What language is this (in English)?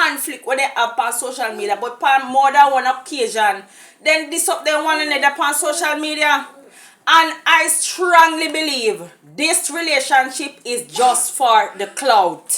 Jamaican Creole English